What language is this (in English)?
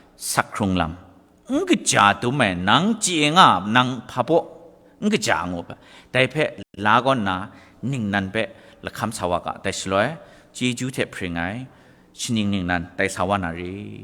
Kachin